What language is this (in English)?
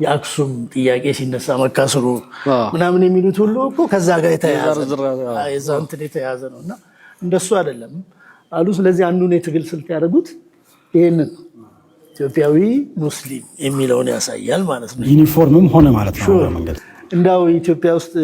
Amharic